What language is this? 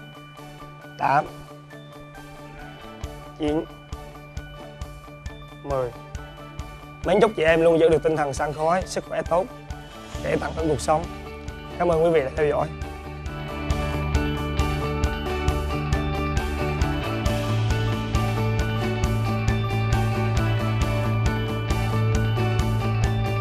Vietnamese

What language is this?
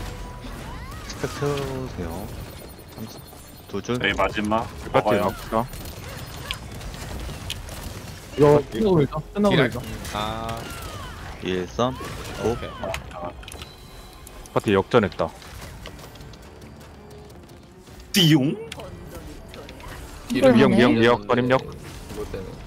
Korean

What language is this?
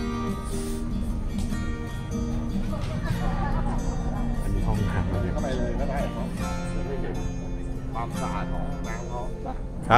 Thai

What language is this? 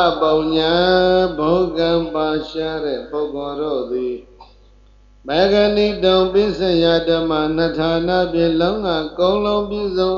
Burmese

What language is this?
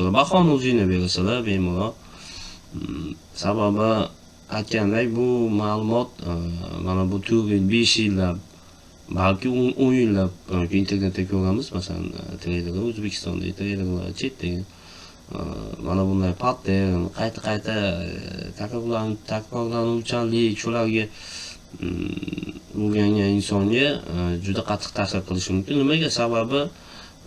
Uzbek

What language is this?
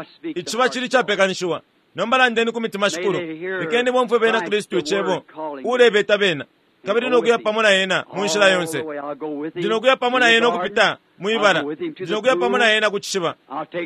Bemba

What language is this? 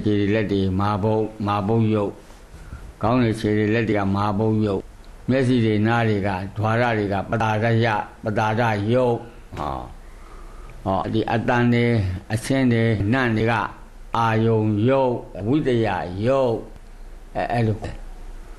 Burmese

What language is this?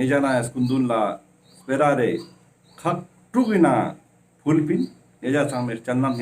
Ladakhi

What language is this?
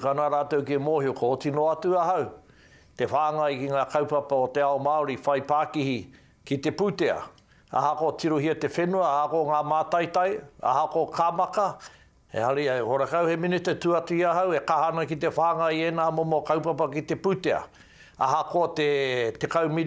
Māori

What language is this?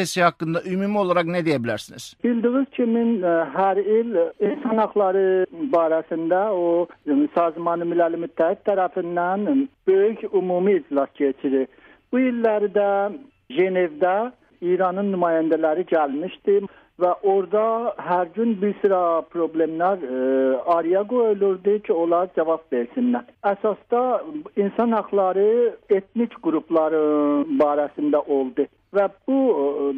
South Azerbaijani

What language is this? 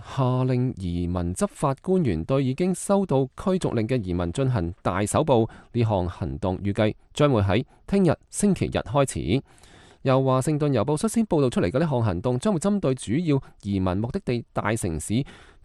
Cantonese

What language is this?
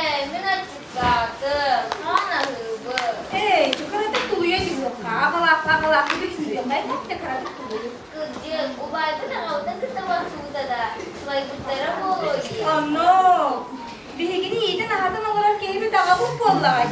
Yakut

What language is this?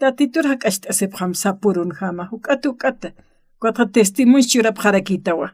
Aymara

